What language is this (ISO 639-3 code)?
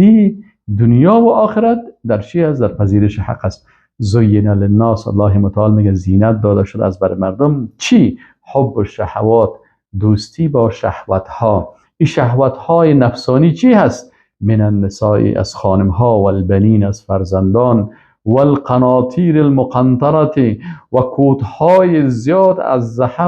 fas